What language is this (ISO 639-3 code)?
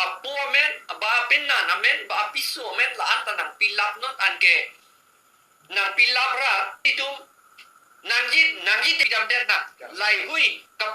mjw